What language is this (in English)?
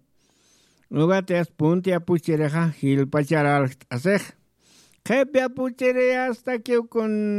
Aymara